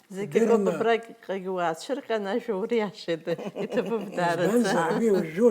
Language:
Abkhazian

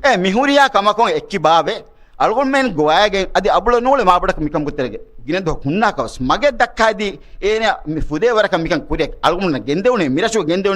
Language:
Divehi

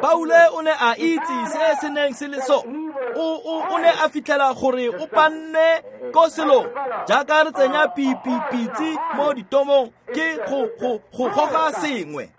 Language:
Tswana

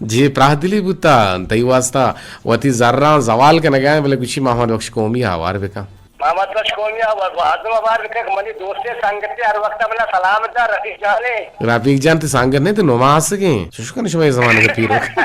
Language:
Eastern Balochi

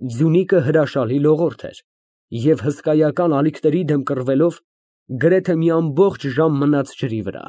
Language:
Armenian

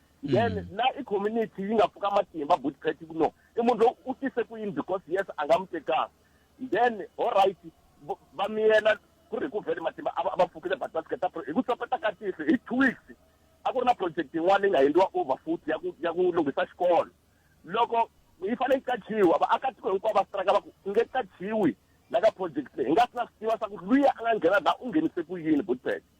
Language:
Tsonga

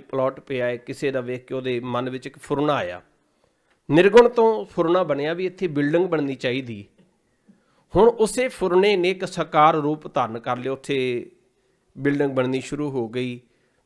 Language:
Punjabi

